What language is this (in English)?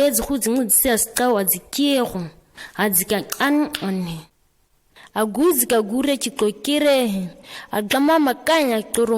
ǁGana